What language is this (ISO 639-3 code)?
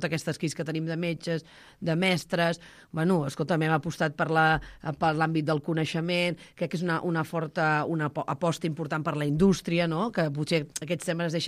cat